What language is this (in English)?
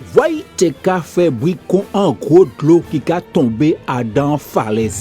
Guadeloupean Creole French